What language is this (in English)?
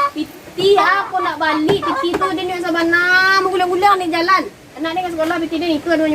Minangkabau